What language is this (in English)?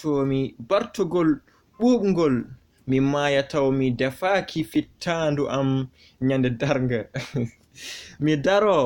Fula